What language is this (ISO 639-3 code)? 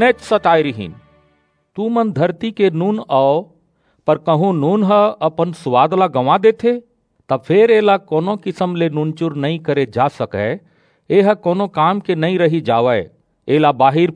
hne